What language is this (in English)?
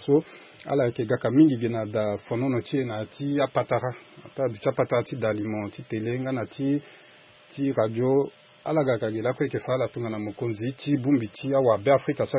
Sango